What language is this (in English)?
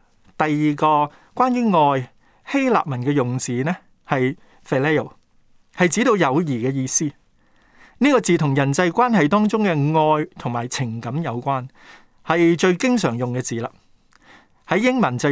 Cantonese